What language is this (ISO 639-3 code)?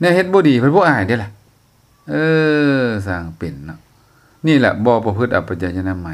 lao